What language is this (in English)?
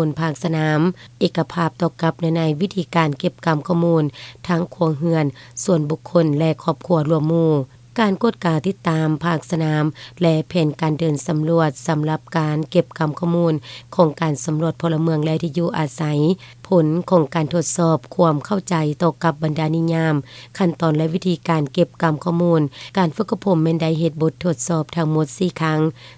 Lao